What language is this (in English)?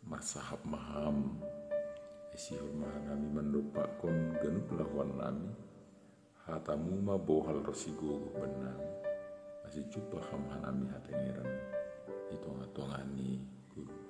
Batak Simalungun